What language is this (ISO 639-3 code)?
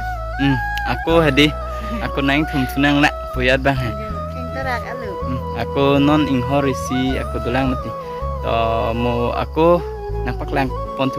mjw